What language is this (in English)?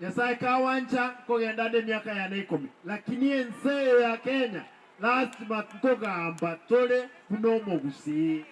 Gusii